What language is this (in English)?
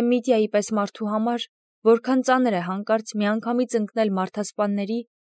Armenian